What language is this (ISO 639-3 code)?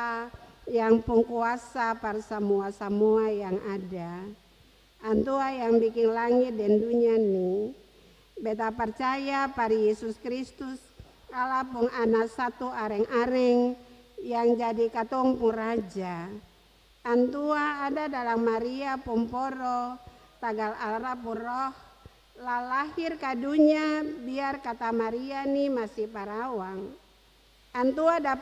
abs